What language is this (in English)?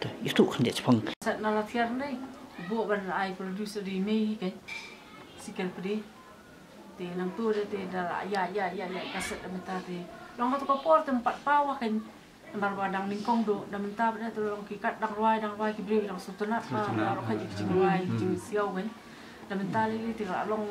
Khasi